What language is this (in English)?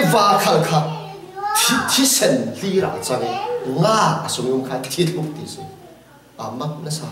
Falam Chin